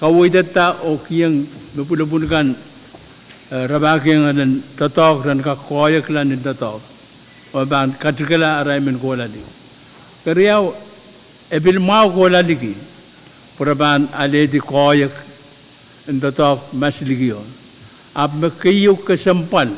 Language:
Pohnpeian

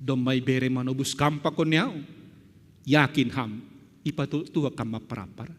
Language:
Batak Simalungun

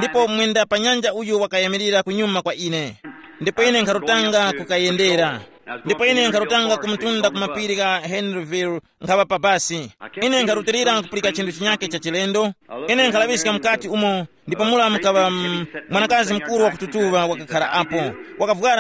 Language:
Tumbuka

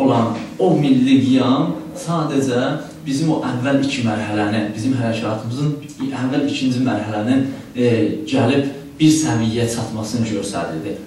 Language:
South Azerbaijani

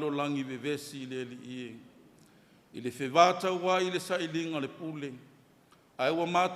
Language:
Samoan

